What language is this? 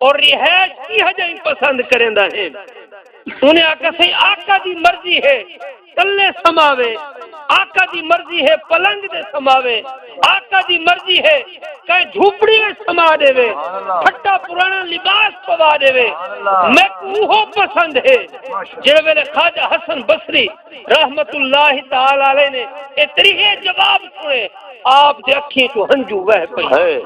Saraiki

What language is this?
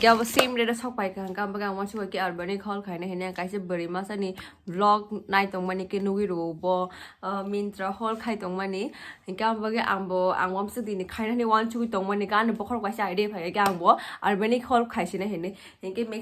Kok Borok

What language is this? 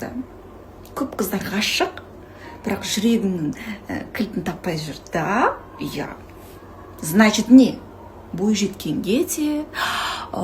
Kazakh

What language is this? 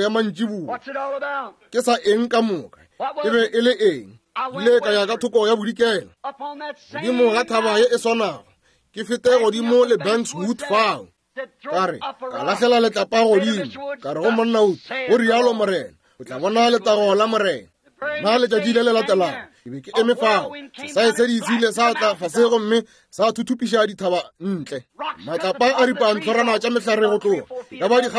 Northern Sotho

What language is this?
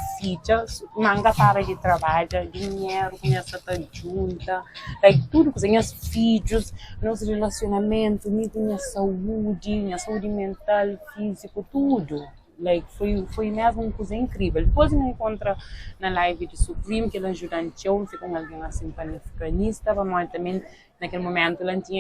Kabuverdianu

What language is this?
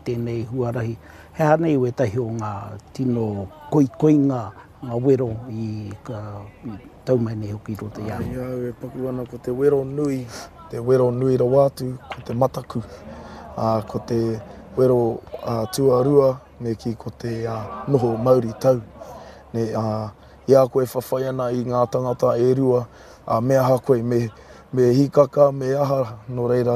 Māori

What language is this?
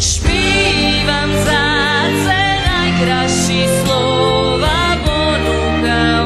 Rusyn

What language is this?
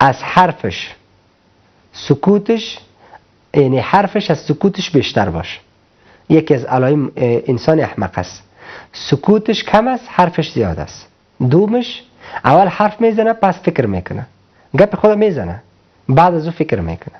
Persian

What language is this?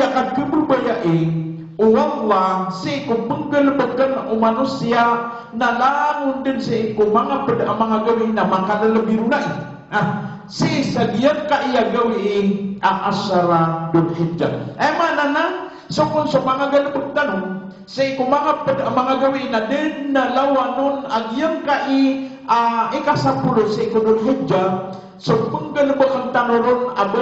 Maranao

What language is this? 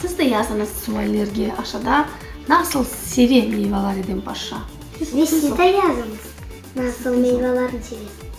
Crimean Tatar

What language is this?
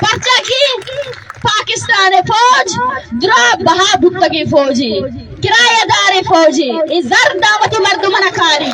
Baluchi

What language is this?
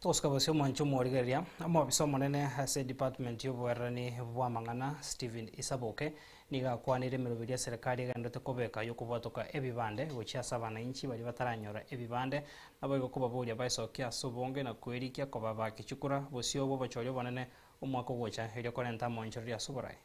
Gusii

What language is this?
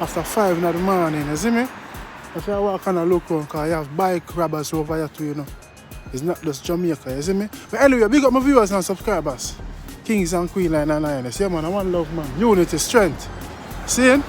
Jamaican Creole English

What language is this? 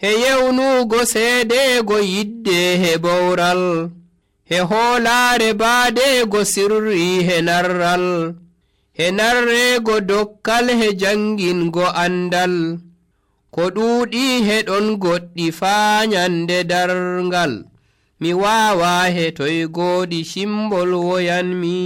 Nigerian Fulfulde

